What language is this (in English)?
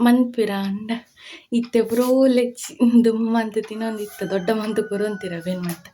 Tulu